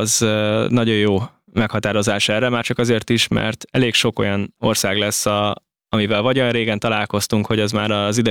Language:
Hungarian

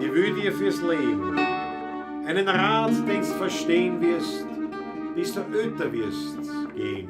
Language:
Bavarian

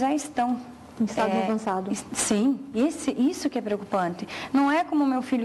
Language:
Portuguese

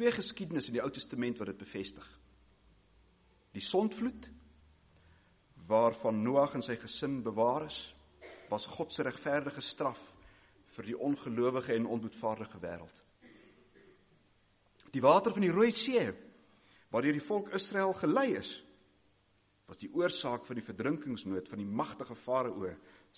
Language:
Afrikaans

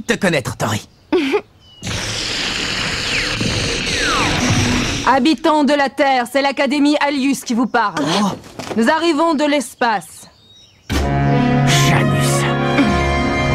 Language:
French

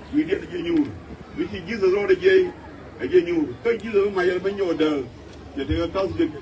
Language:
Nuer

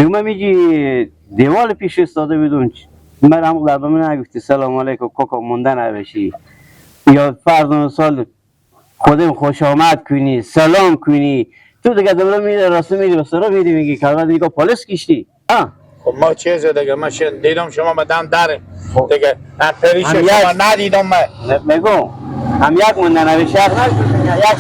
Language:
Hazaragi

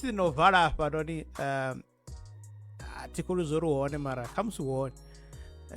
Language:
Venda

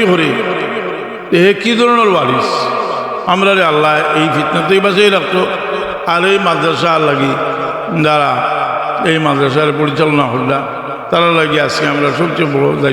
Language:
Sylheti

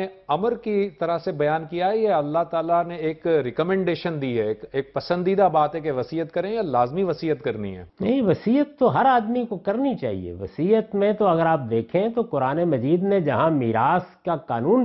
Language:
Urdu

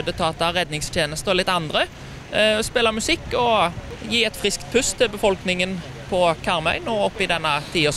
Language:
Norwegian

